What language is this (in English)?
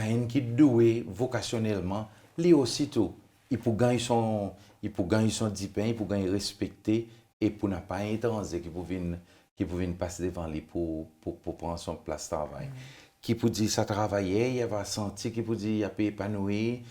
Seselwa Creole French